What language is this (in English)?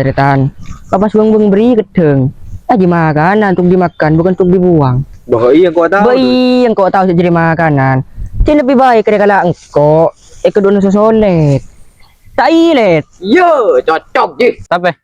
Madurese